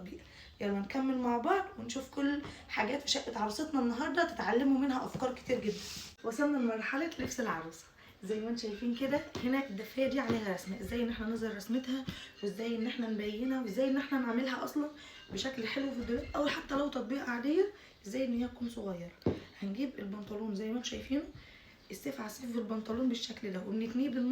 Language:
Egyptian Arabic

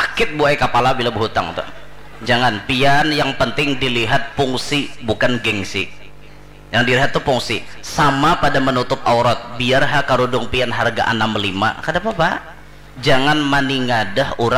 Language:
Banjar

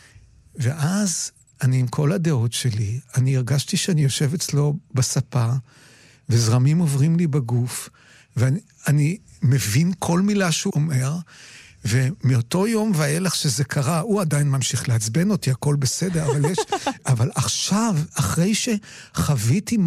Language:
Hebrew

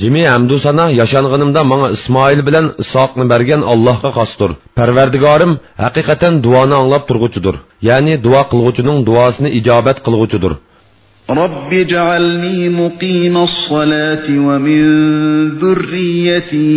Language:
Uyghur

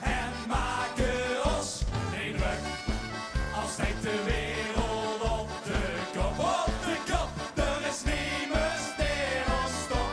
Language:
Limburgish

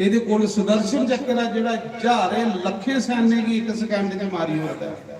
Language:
Dogri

